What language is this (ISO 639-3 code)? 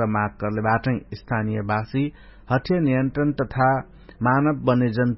thl